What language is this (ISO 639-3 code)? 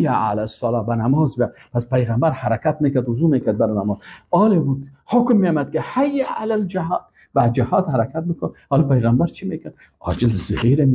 fas